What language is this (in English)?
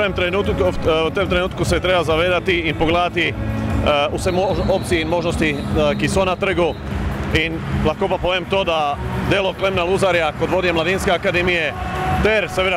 Slovenian